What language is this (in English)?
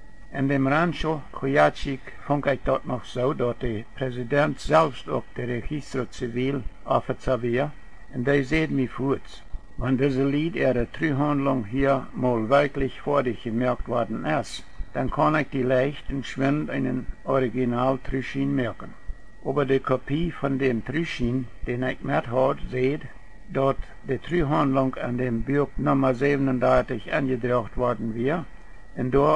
Plautdietsch